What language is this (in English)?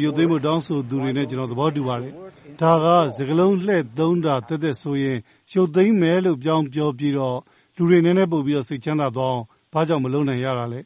Burmese